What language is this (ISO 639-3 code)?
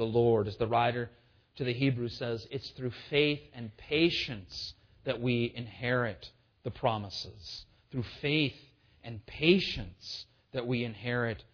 eng